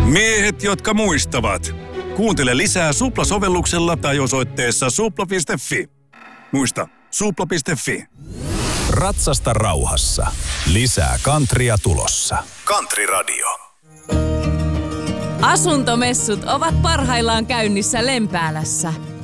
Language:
Finnish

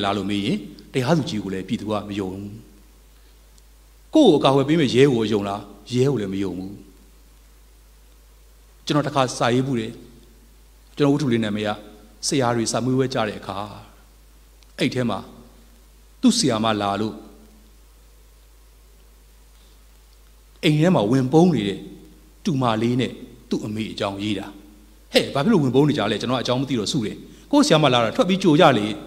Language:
Burmese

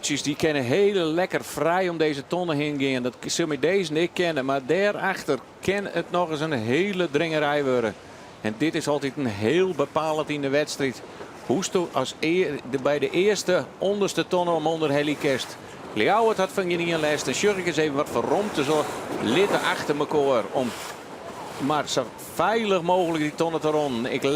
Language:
Western Frisian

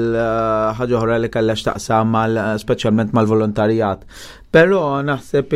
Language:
Maltese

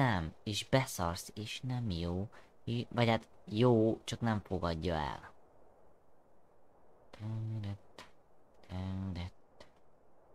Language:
Hungarian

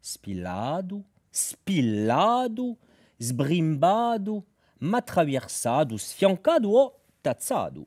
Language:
Corsican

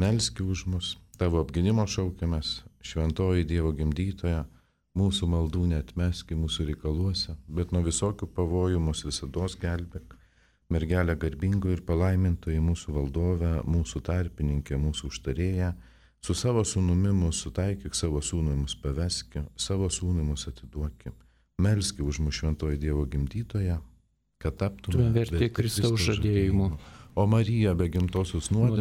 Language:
Lithuanian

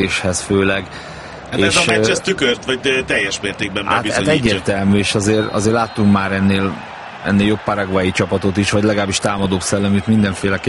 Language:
Hungarian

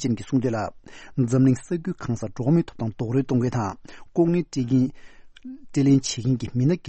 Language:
Tibetan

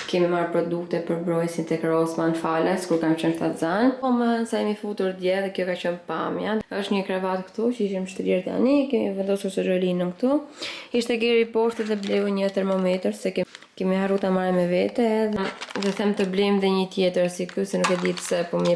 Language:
Albanian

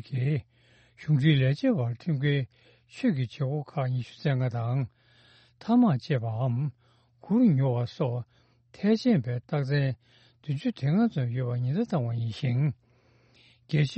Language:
Tibetan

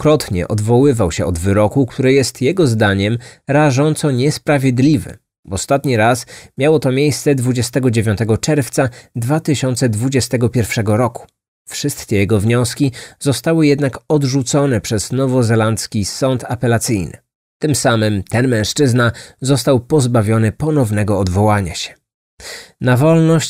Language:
Polish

